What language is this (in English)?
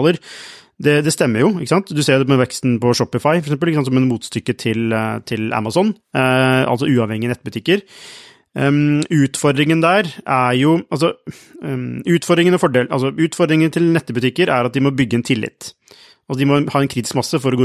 Norwegian